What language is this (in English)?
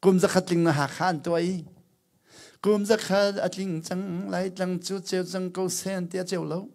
Hakha Chin